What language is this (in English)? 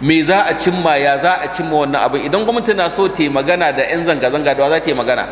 Hausa